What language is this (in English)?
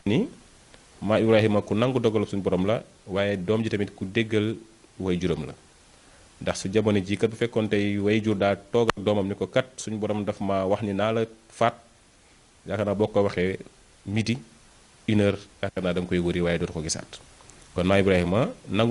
Wolof